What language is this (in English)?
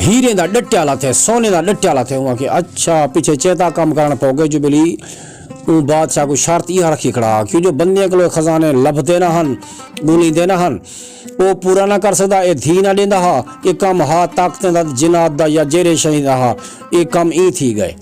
Saraiki